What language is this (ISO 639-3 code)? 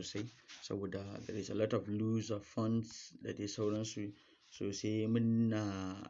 hau